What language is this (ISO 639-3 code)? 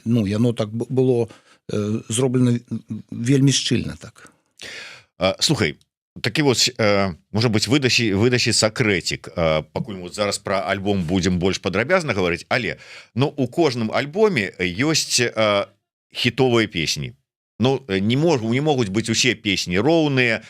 bel